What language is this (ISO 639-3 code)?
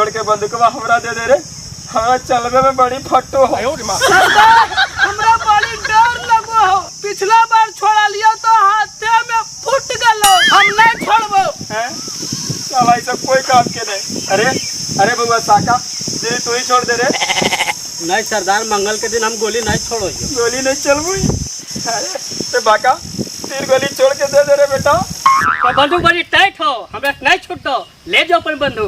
mag